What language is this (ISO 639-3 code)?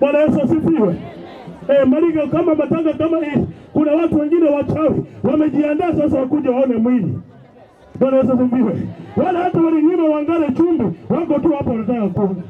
swa